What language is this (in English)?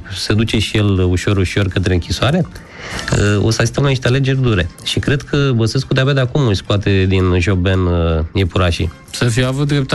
Romanian